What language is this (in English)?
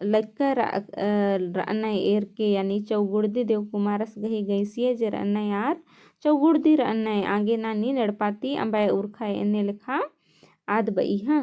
Kurukh